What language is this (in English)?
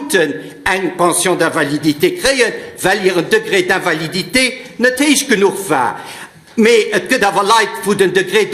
Luxembourgish